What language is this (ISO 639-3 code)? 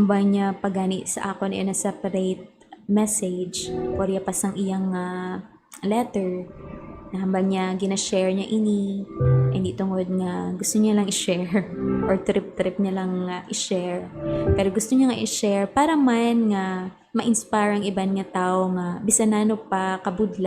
hil